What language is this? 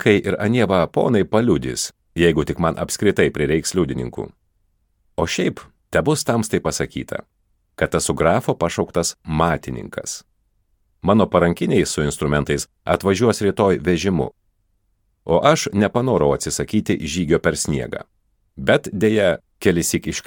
Lithuanian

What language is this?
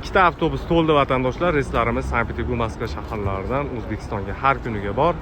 Uzbek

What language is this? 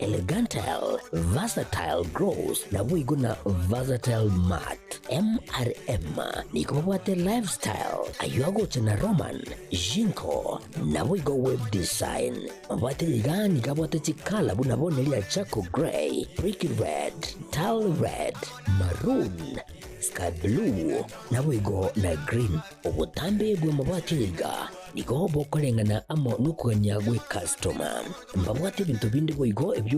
Gusii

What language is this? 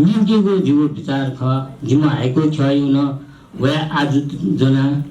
Newari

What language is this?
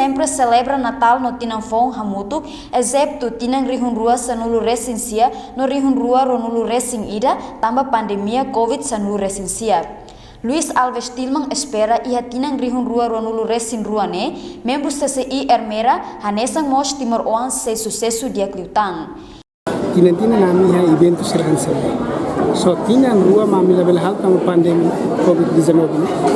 Tetum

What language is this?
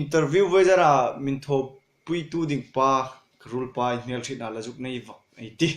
Hmar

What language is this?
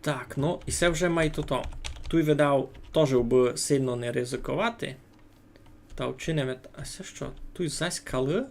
Rusyn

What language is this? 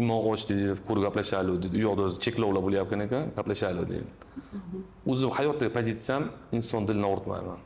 Uzbek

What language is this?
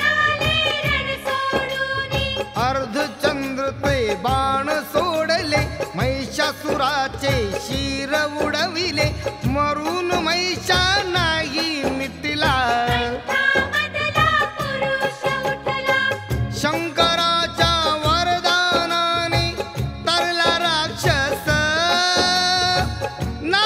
Marathi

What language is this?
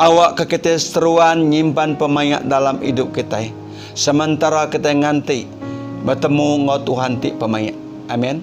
Iban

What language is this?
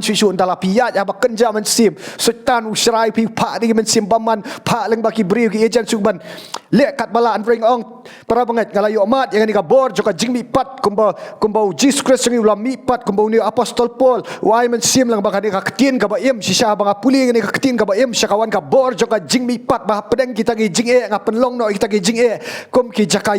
Khasi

